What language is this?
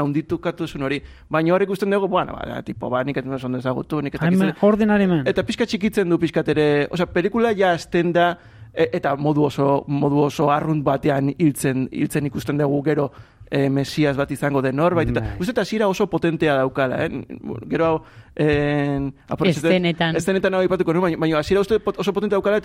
Basque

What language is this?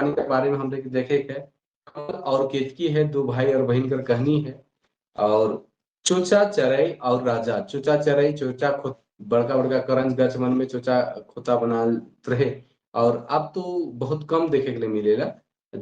Sadri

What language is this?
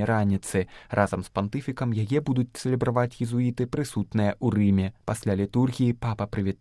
Belarusian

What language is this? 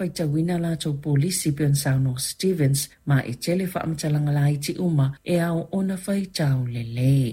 Samoan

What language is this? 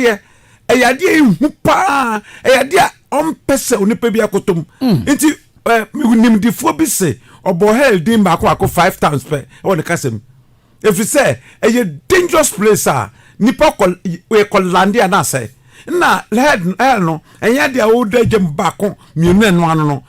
Akan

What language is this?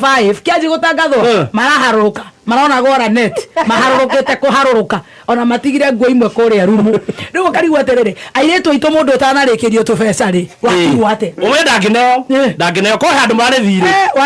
Kikuyu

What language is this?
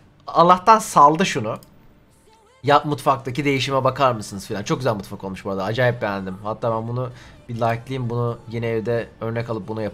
Turkish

